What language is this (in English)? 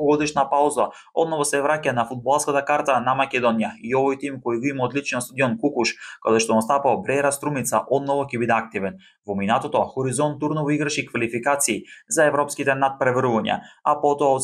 Macedonian